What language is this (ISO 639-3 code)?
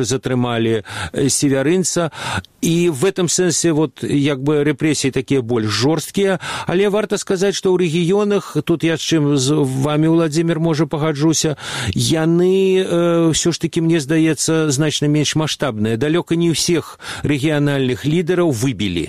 bel